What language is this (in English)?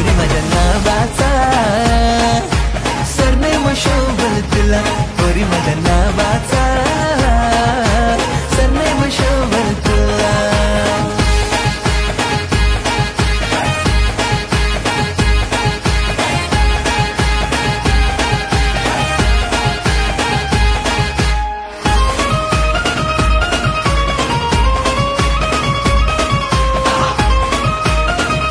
Marathi